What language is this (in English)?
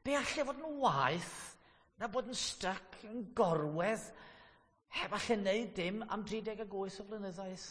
Welsh